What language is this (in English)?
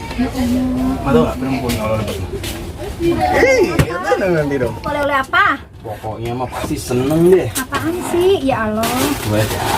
Betawi